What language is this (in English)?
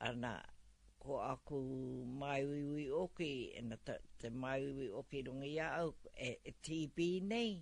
Māori